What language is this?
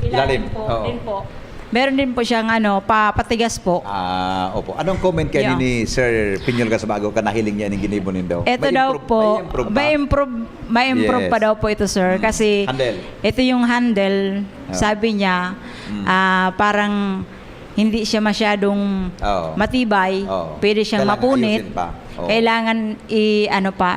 Bikol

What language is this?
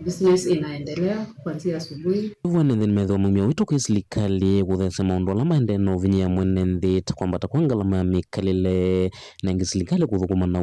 Kamba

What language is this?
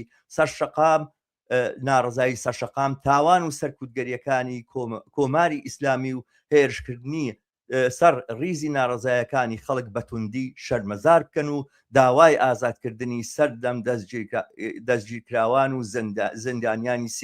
Central Kurdish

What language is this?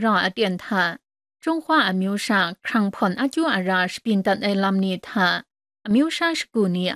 Kachin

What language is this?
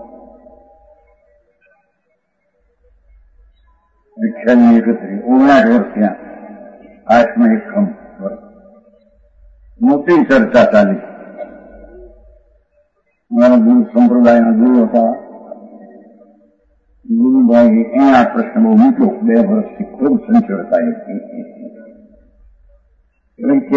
Gujarati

